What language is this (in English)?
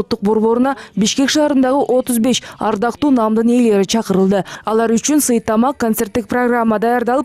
Kyrgyz